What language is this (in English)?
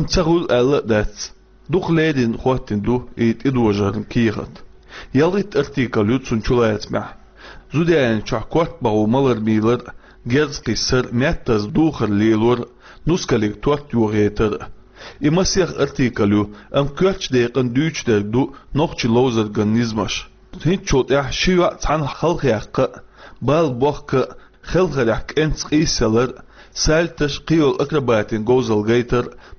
Chechen